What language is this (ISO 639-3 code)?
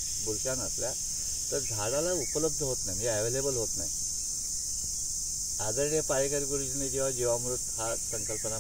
mar